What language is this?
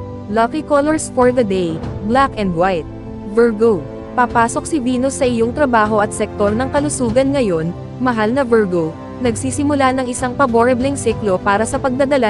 Filipino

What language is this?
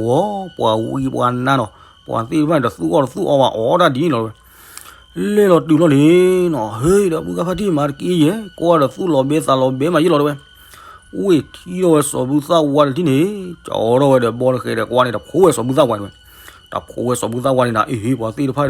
S'gaw Karen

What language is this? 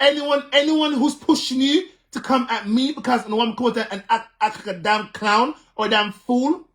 Jamaican Creole English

